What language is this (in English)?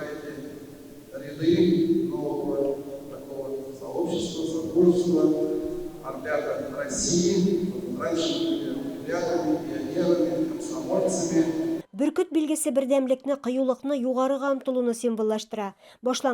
Tatar